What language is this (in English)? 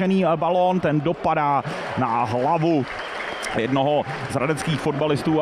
Czech